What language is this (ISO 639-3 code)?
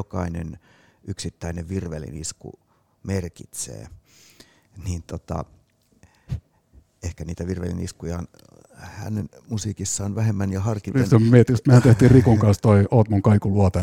fin